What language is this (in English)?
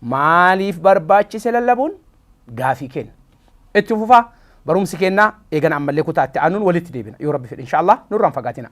Oromo